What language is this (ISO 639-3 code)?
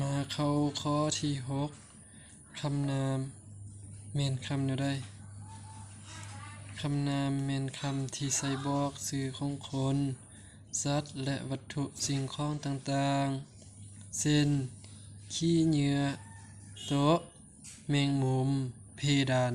lao